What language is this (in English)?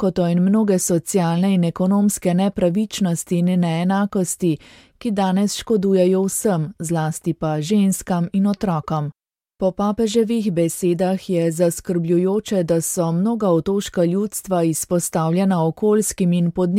Slovenian